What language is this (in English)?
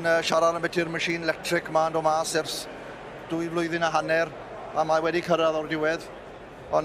Welsh